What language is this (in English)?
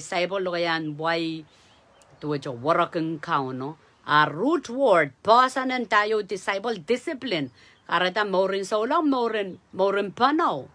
Pohnpeian